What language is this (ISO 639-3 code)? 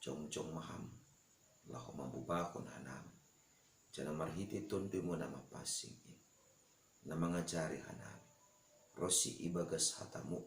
bts